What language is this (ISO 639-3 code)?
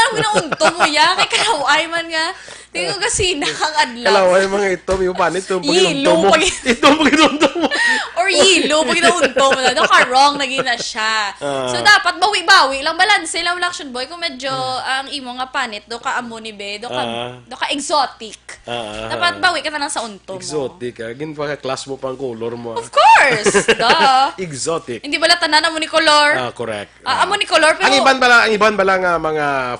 hil